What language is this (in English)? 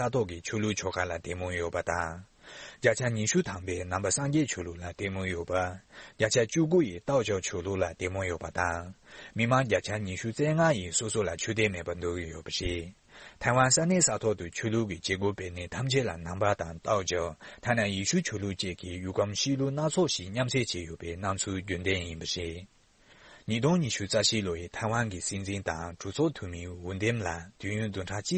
Tibetan